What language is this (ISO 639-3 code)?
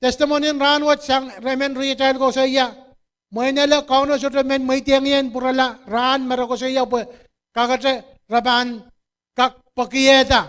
pon